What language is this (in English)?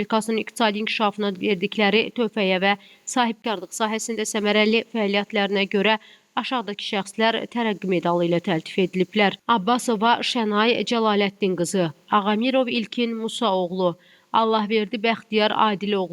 Azerbaijani